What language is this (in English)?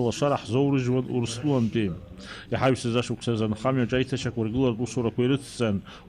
Abkhazian